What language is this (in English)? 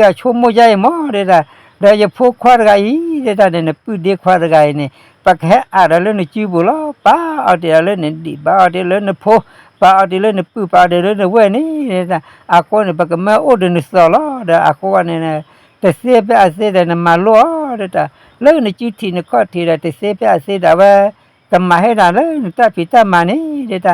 S'gaw Karen